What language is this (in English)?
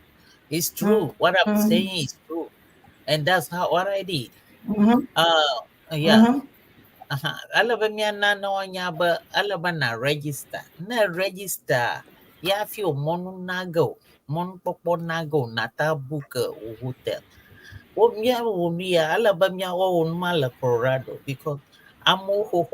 Ewe